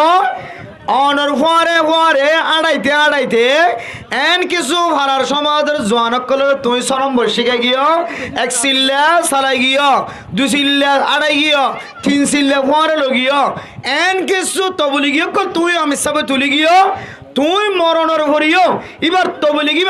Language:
Rohingya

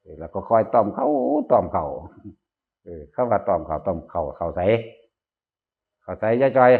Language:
Northeastern Thai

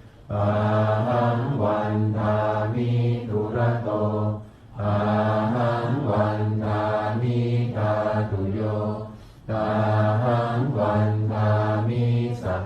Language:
Pali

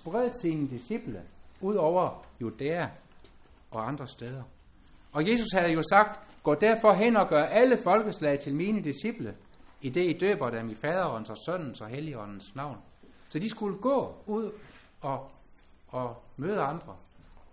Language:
Danish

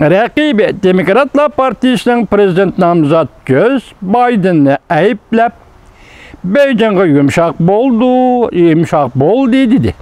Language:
Uyghur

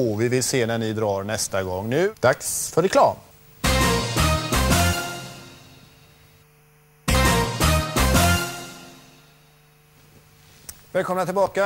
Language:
Swedish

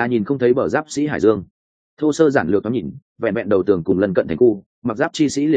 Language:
Vietnamese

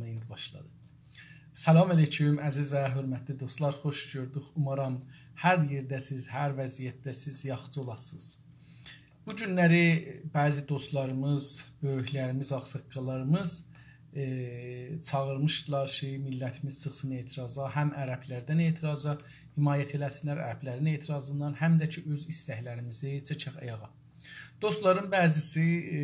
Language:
South Azerbaijani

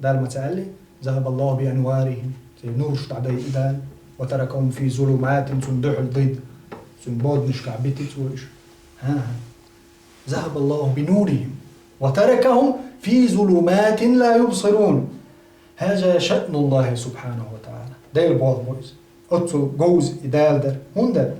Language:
Chechen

